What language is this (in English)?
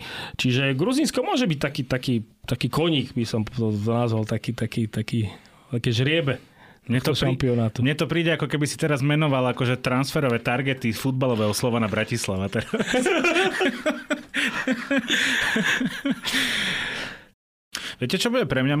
Slovak